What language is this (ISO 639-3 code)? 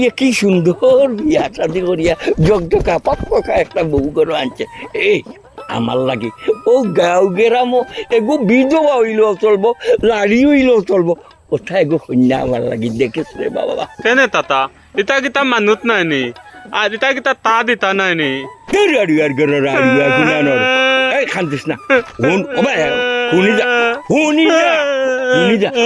syl